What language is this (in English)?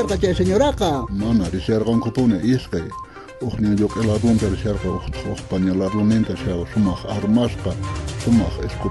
South Bolivian Quechua